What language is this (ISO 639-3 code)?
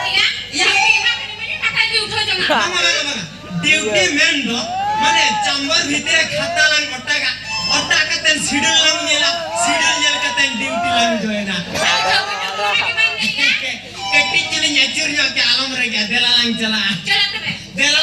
sat